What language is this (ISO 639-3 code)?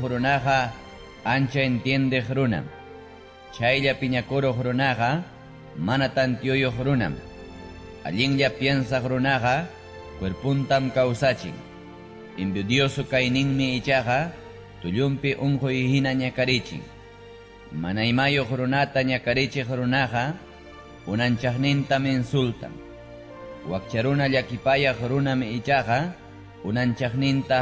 quy